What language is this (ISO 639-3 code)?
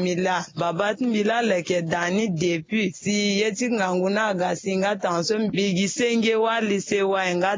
sag